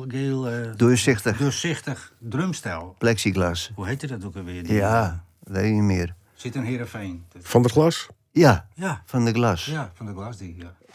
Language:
Western Frisian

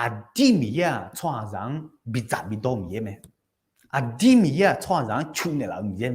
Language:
Akha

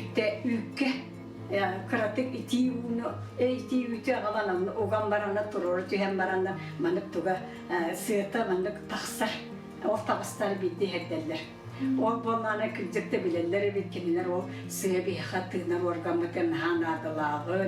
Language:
Yakut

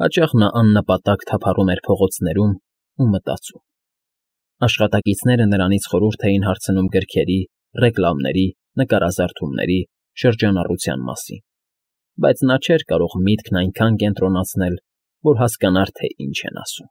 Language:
Armenian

